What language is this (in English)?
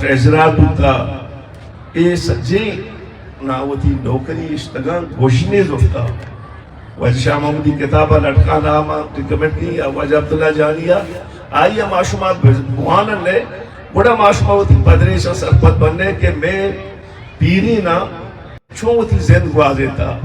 Eastern Balochi